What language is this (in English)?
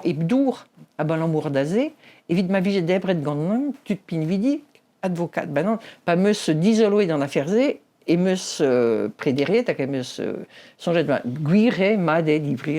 Breton